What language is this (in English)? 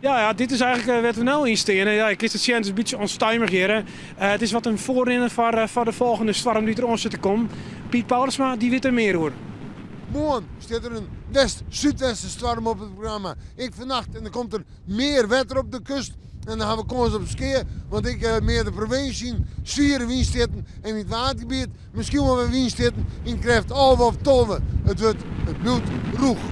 Western Frisian